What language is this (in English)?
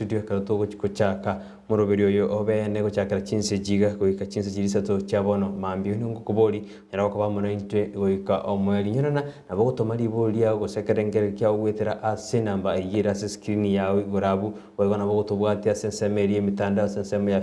Gusii